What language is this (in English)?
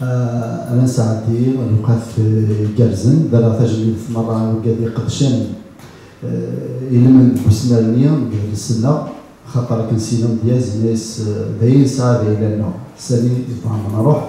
Kabyle